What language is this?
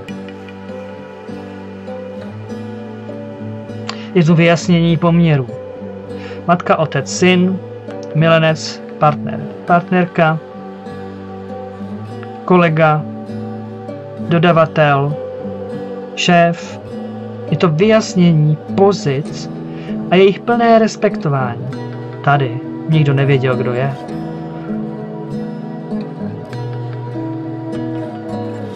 Czech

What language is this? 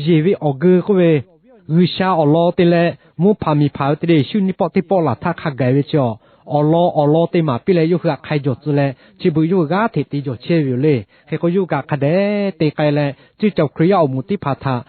Lahu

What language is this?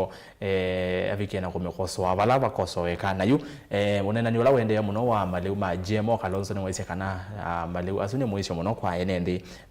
Kamba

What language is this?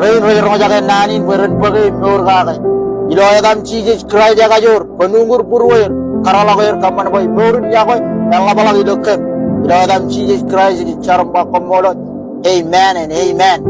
Marshallese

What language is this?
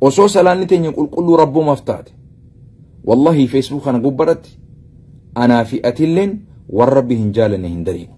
Oromo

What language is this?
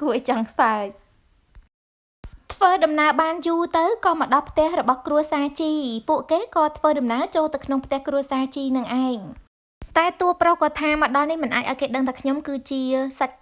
Khmer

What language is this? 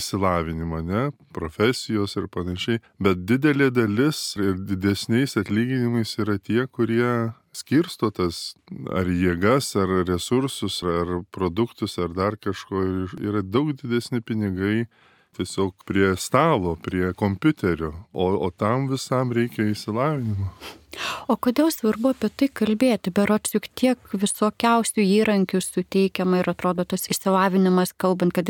Lithuanian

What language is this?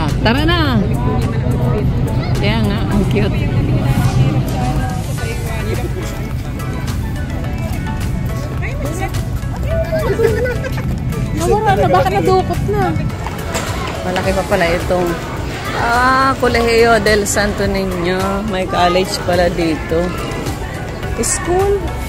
Filipino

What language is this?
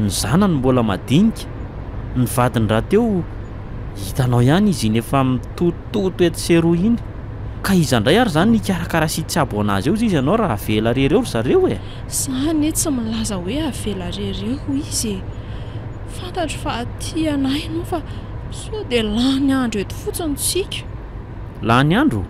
Malagasy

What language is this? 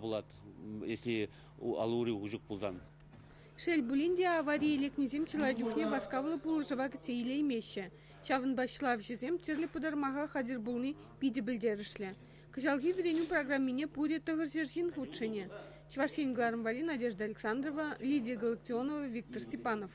Chuvash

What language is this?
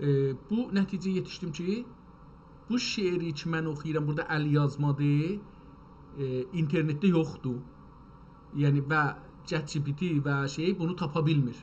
South Azerbaijani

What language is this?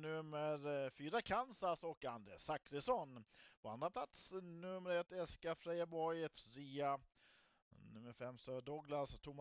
Swedish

